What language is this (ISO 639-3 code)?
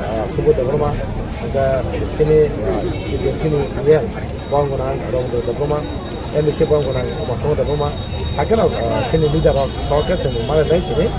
trp